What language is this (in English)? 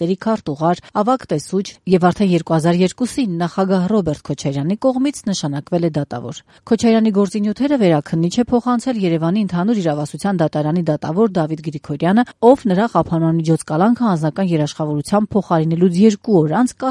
Armenian